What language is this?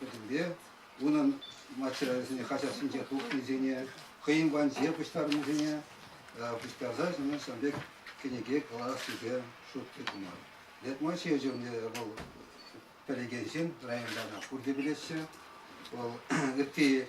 Chuvash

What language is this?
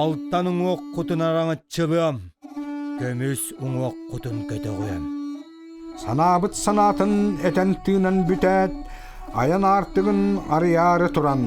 Yakut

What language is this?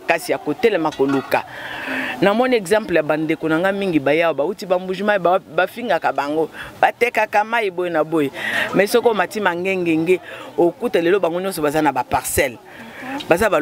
Lingala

